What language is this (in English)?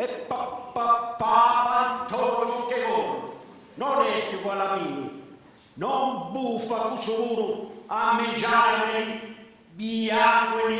Sardinian